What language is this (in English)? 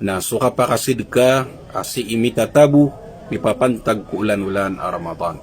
Maranao